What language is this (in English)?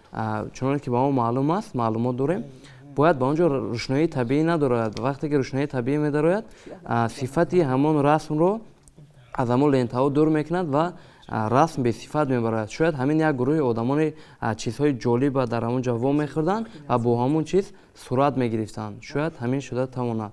Tajik